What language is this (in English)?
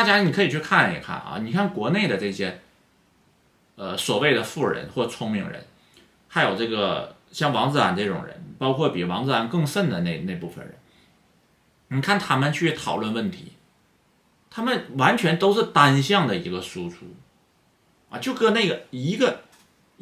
Chinese